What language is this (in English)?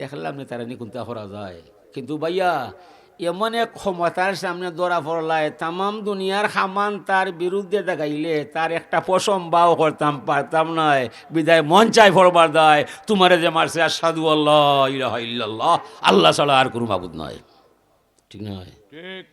Sylheti